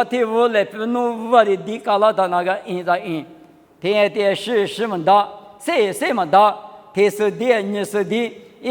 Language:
Lisu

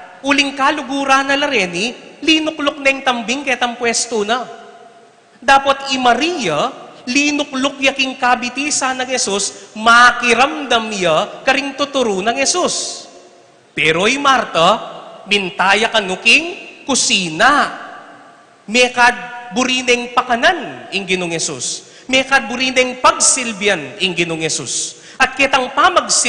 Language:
Pampanga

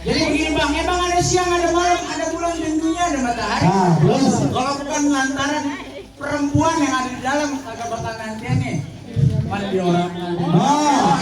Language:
Betawi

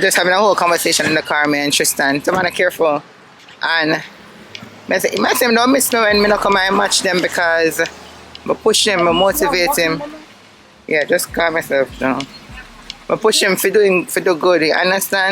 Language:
Jamaican Creole English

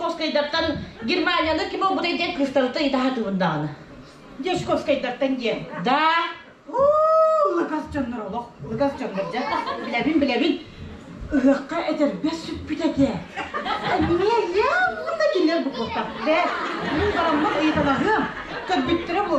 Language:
Yakut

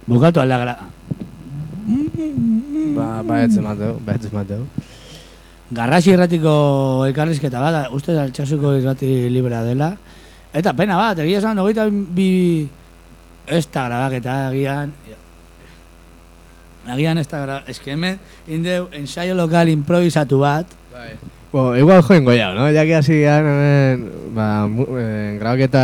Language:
Basque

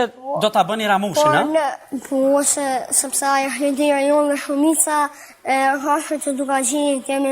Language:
Albanian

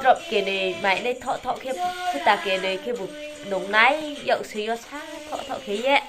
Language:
Riang (India)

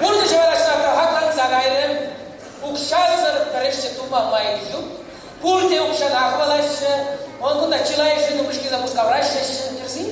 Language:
Chuvash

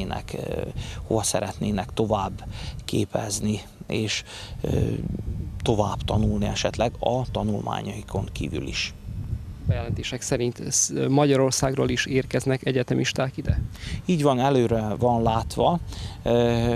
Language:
Hungarian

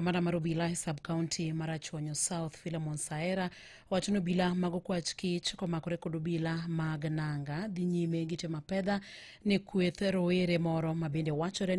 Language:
Luo (Kenya and Tanzania)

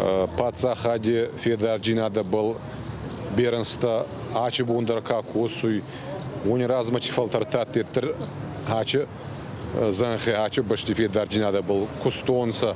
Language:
Ossetic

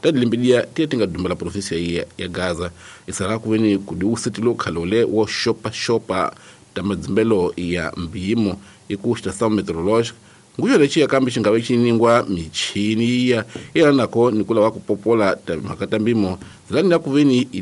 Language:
Tsonga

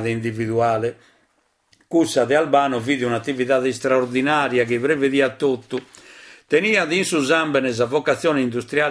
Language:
Sardinian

